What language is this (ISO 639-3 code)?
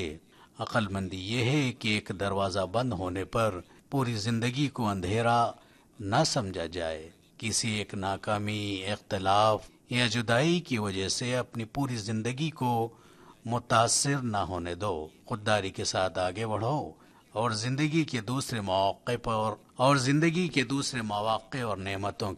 urd